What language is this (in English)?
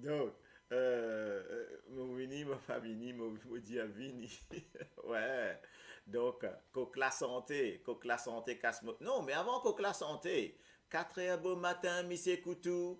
Morisyen